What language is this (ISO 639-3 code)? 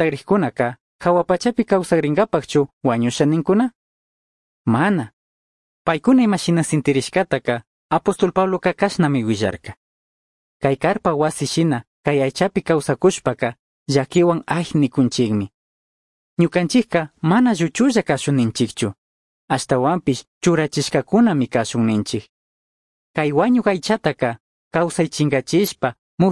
qug